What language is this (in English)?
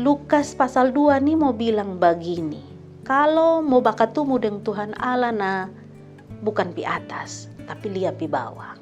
Kupang Malay